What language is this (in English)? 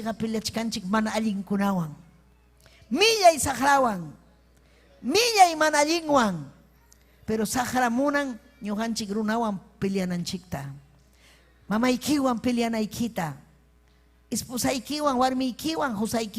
Ayacucho Quechua